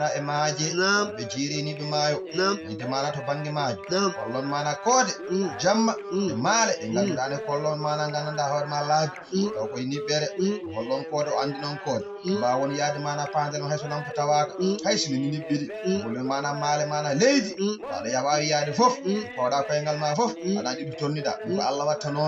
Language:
Fula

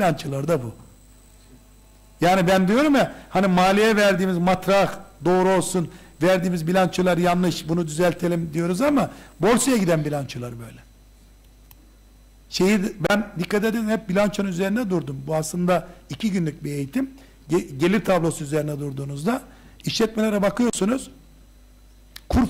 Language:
Turkish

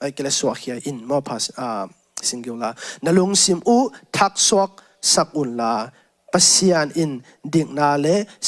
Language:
Tedim Chin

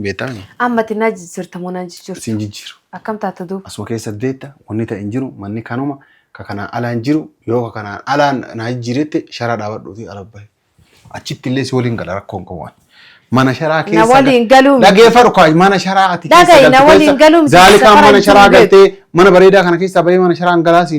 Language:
Oromo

